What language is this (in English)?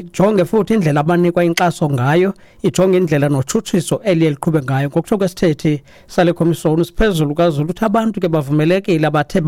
Xhosa